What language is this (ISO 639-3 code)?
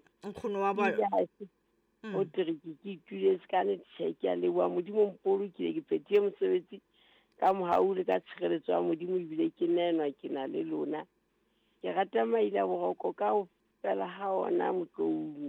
sot